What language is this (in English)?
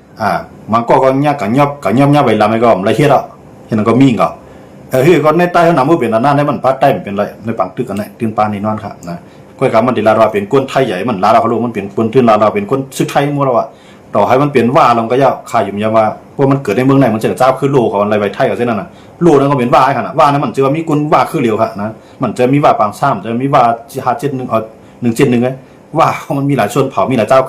Shan